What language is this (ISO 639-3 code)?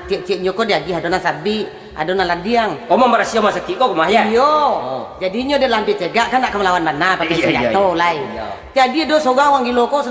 min